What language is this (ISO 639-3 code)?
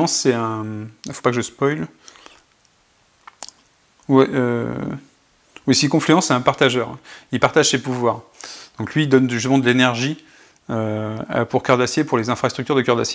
fra